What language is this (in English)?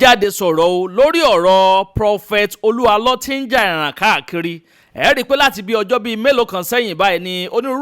Yoruba